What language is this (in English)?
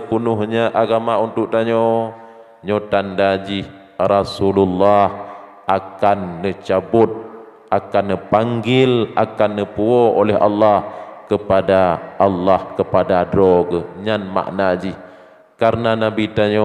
Achinese